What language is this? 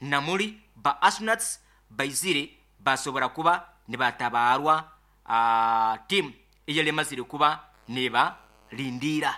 Nyoro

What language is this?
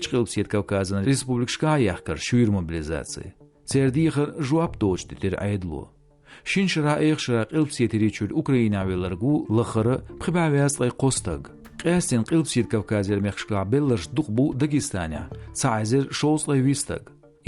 Chechen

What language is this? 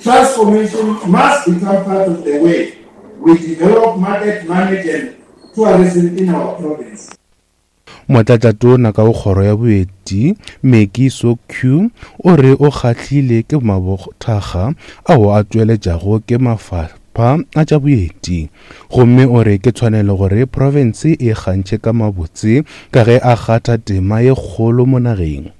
Northern Sotho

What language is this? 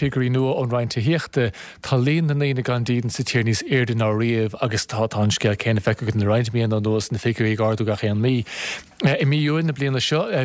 Irish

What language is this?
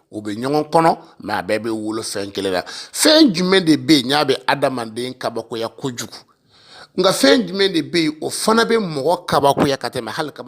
Bambara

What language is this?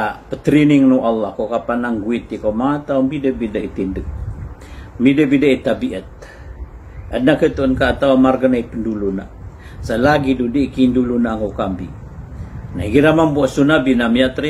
Maranao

